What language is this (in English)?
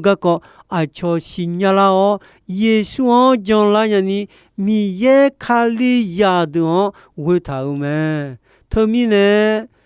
Akha